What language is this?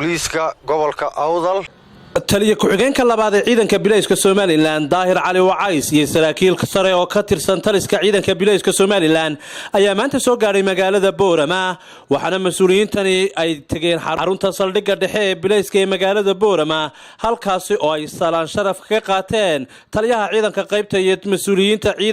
Somali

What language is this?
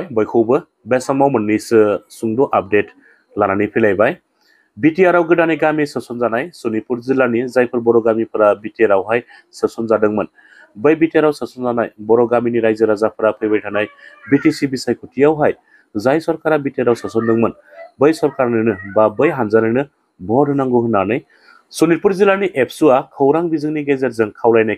Bodo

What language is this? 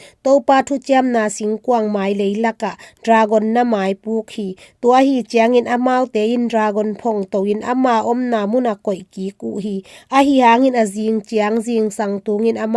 Tedim Chin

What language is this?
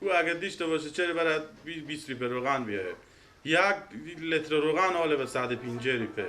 Persian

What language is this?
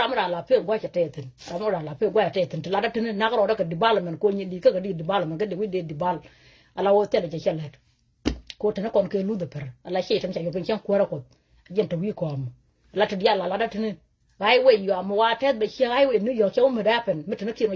Nuer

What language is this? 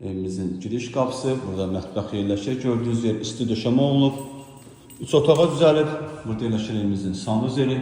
Azerbaijani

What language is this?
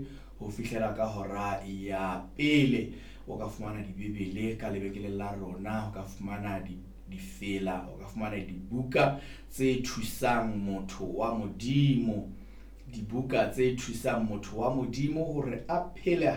Southern Sotho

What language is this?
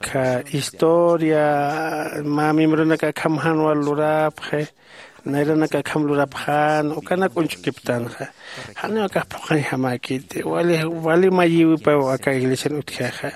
Aymara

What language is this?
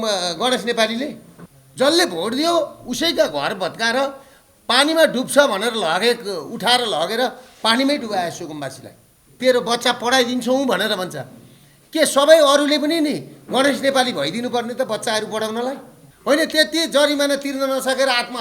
Nepali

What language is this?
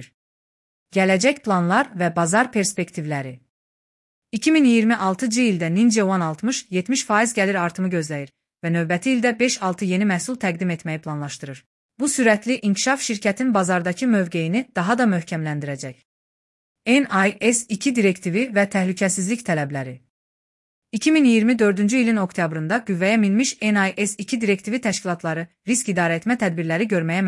Azerbaijani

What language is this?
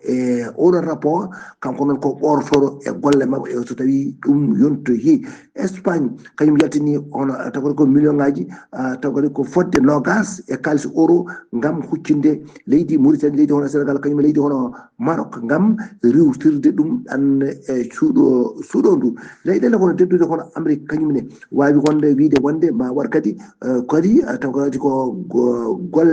Fula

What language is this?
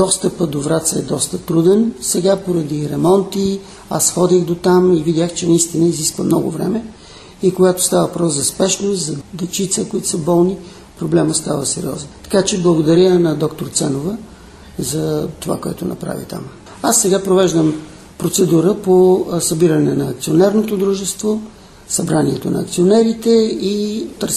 Bulgarian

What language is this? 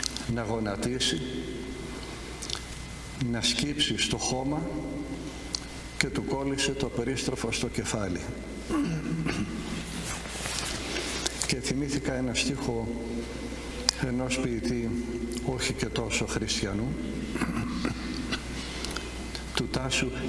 Greek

